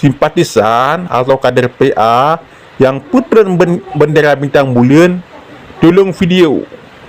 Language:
Achinese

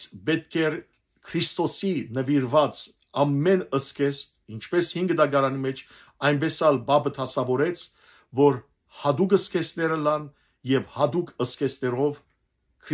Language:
Western Armenian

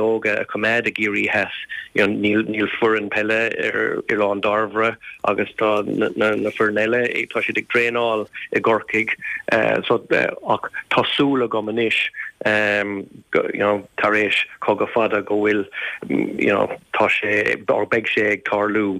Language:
Irish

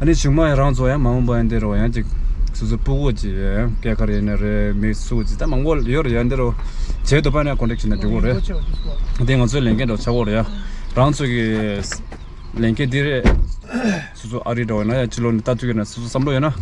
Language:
Tibetan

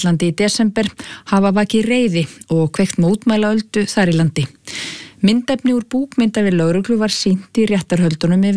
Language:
Icelandic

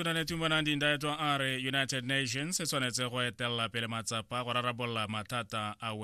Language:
Tswana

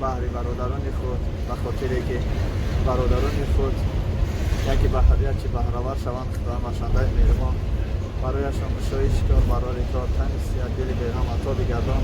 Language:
Tajik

